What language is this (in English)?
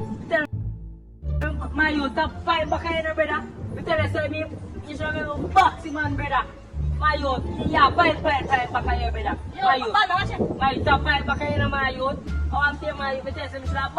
Jamaican Creole English